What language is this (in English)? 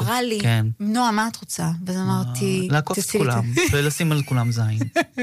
Hebrew